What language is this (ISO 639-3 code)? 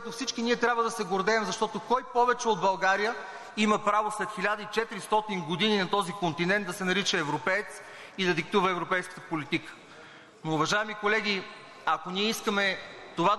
bul